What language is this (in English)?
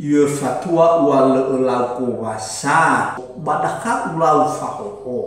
Nias